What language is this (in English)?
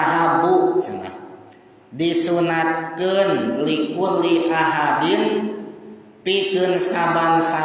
Sundanese